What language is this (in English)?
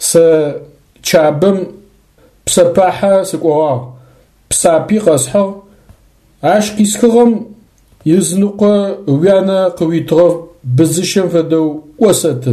Adyghe